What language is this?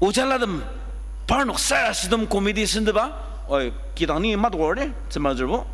Ao Naga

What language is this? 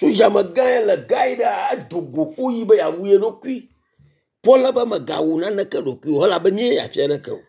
Ewe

